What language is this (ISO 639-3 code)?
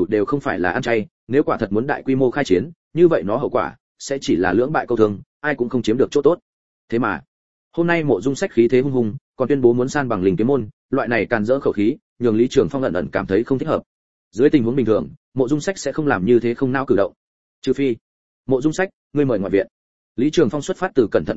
vie